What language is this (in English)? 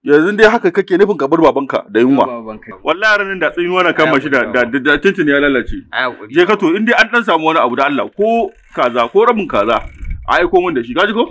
Hausa